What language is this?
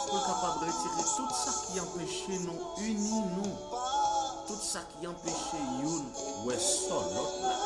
Haitian Creole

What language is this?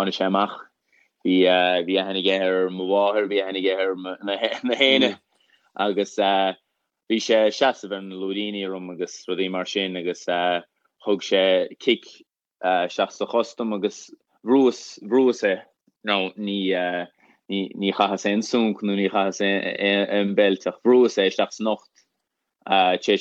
Irish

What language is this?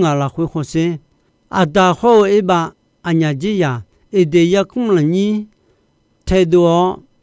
Akha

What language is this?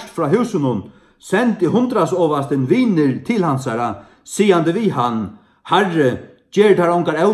Faroese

